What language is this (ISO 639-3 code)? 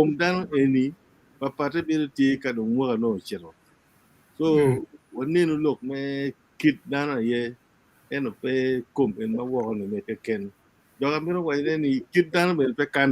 ach